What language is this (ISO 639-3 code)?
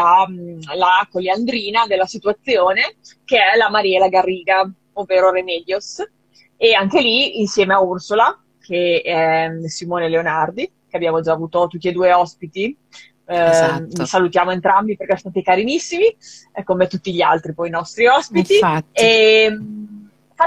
ita